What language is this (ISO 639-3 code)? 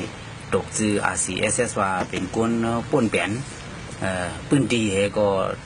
shn